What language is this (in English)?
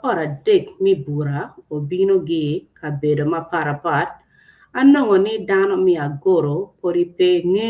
Acoli